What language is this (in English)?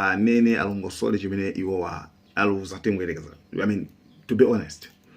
Nyanja